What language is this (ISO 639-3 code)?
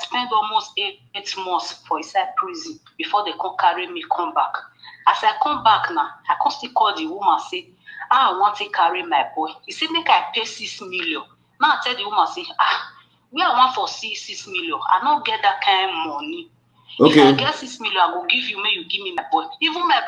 pcm